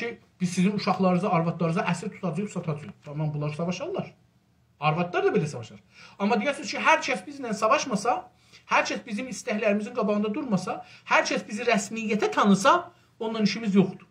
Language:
South Azerbaijani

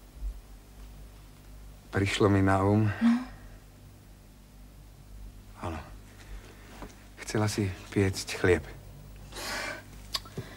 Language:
Slovak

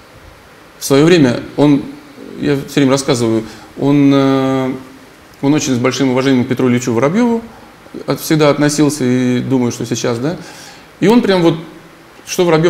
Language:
Russian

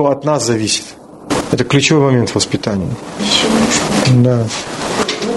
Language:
Russian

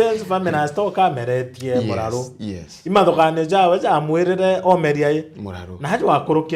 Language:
Meru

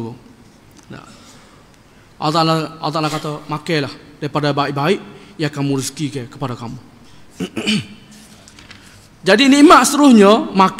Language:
Malay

